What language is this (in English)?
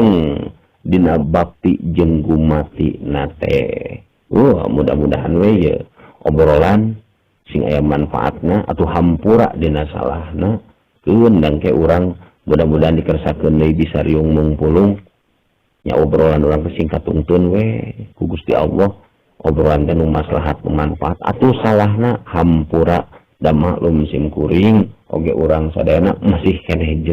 Sundanese